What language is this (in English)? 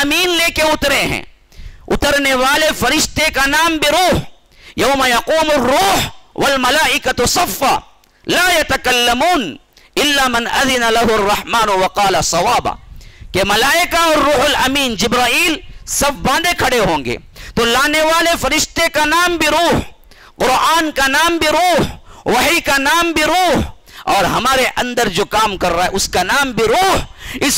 Urdu